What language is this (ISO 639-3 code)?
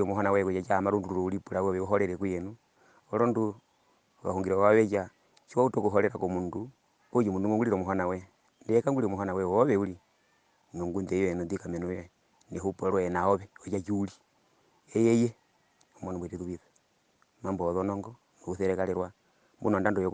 her